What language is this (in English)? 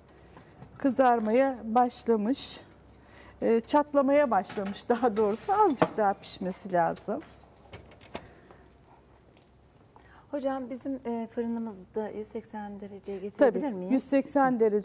Turkish